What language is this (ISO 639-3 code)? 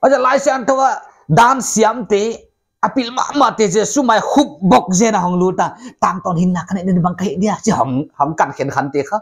pck